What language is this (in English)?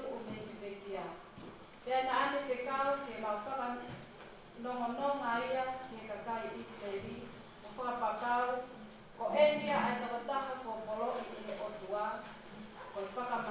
Tongan